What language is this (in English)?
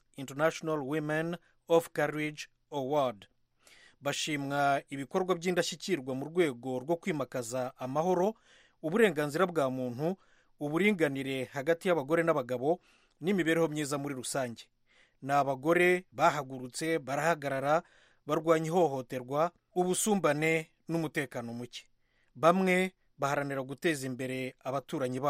Kinyarwanda